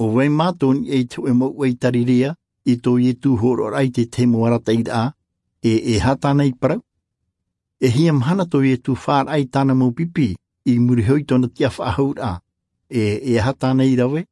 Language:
Tahitian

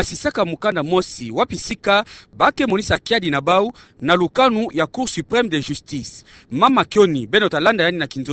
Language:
Kituba (Democratic Republic of Congo)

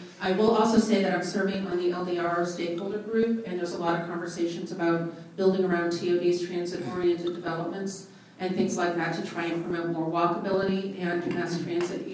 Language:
English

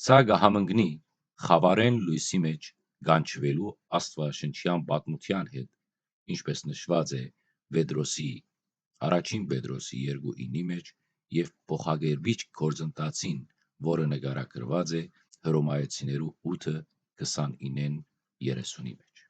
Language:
Western Armenian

